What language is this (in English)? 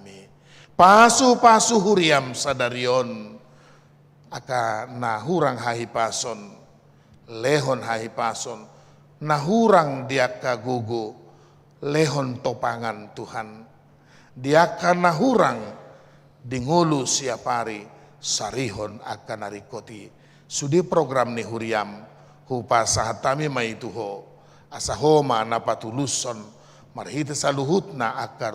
Batak Toba